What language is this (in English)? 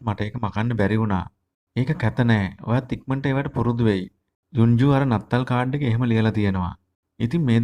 Sinhala